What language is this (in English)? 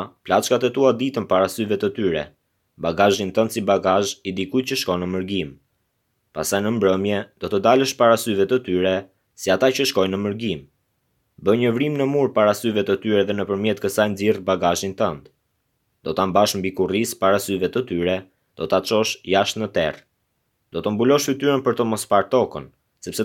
Albanian